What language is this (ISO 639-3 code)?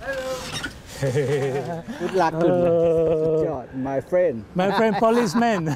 roh